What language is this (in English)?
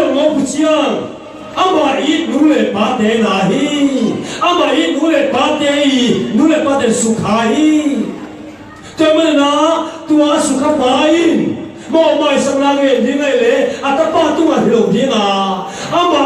Tedim Chin